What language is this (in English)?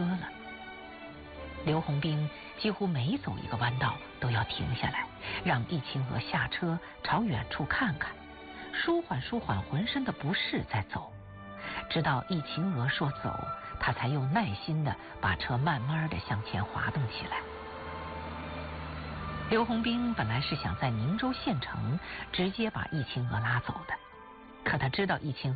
Chinese